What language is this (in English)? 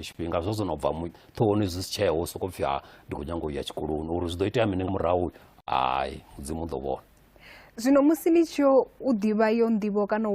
Venda